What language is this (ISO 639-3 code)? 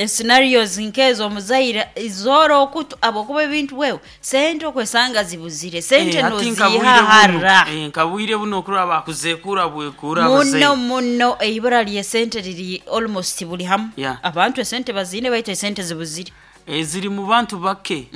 nyn